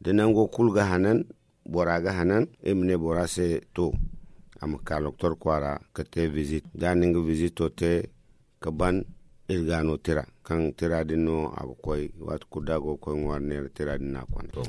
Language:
Zarma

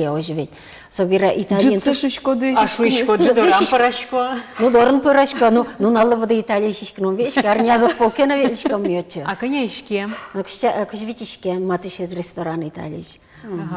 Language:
Udmurt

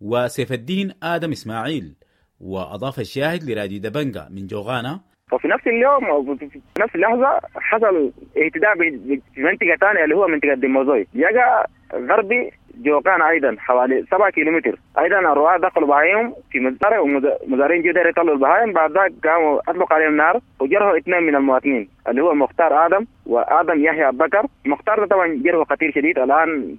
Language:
Sudanese Arabic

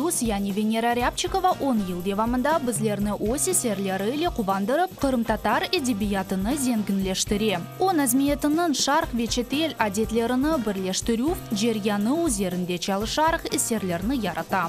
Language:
Crimean Tatar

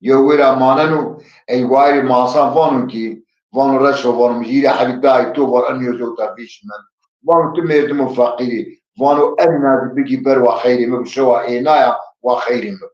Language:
Zaza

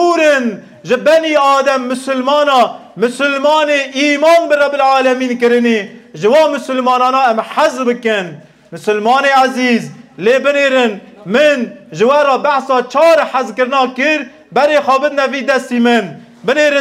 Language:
Kurdish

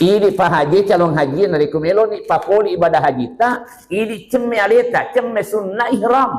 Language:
Buginese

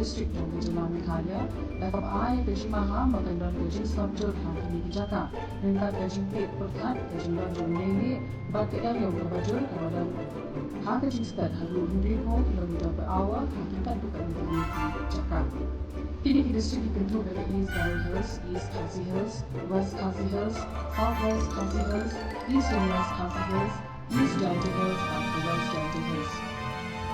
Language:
Khasi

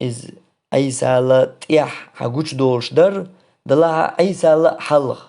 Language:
Chechen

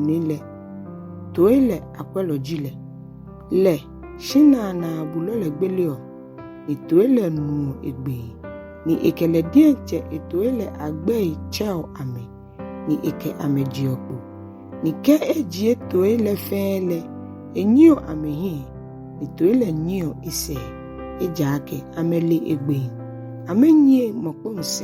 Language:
Ga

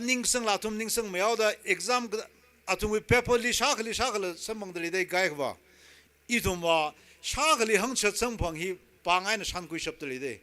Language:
Tangkhul Naga (India)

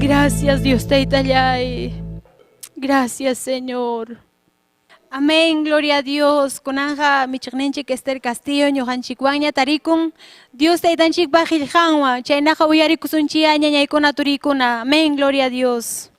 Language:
Ayacucho Quechua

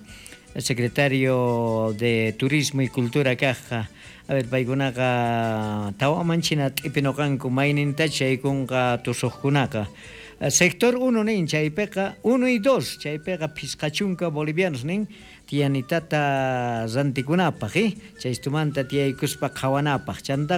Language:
South Bolivian Quechua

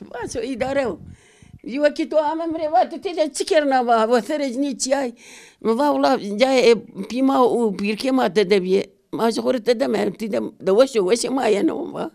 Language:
Zaza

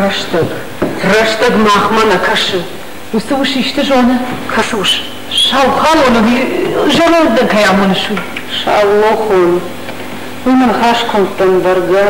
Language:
Ossetic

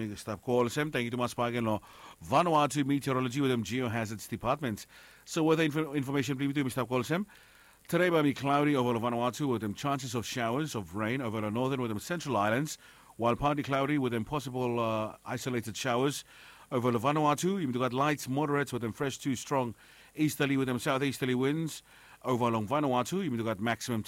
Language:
Bislama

